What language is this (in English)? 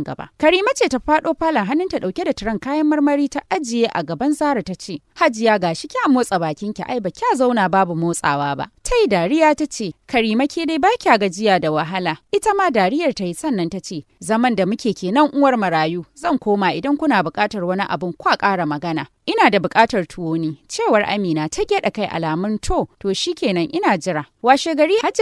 Hausa